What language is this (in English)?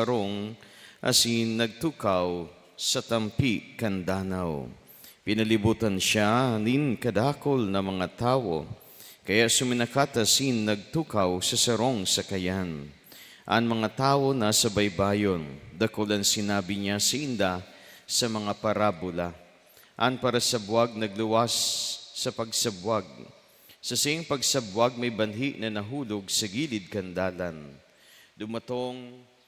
Bikol